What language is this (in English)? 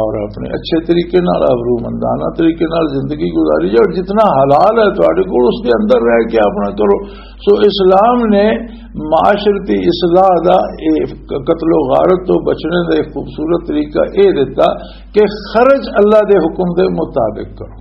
Western Panjabi